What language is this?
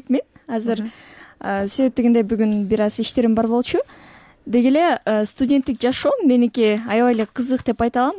Kyrgyz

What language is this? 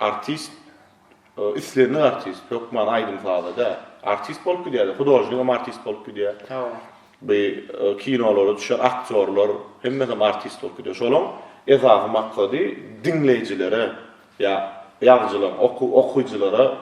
Turkmen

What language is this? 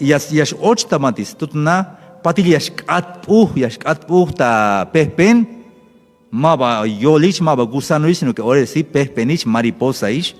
Tzeltal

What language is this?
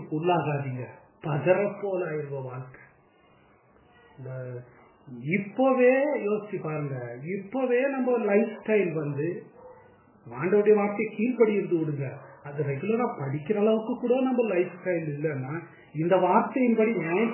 Tamil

